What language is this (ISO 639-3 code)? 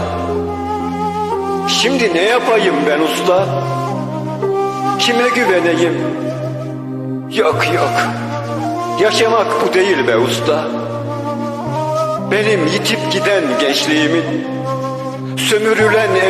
tur